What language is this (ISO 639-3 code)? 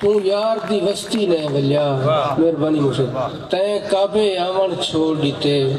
skr